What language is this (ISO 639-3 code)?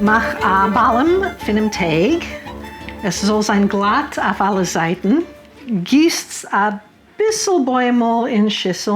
yid